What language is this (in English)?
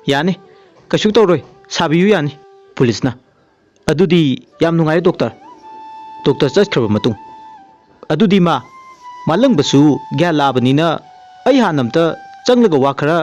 Manipuri